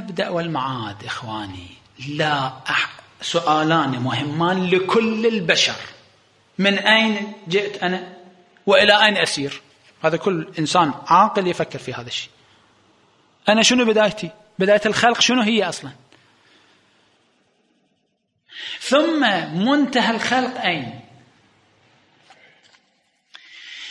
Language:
Arabic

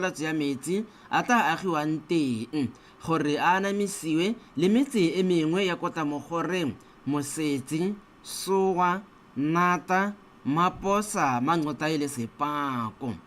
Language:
Tswana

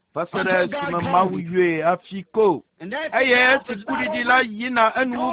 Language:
Ewe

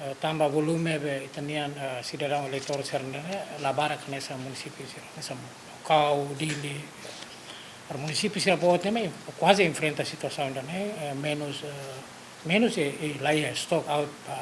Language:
Tetum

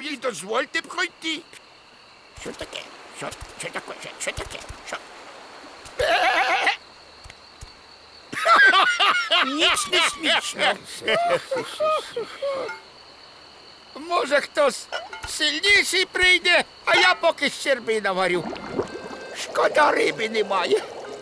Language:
Ukrainian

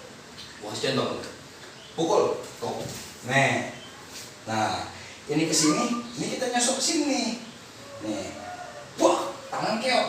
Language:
Betawi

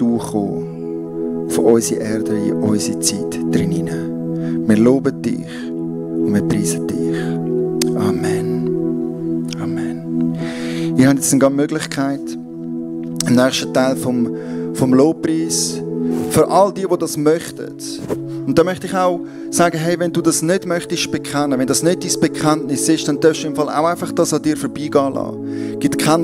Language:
Swiss German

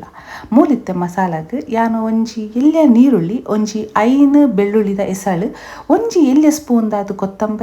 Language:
Tulu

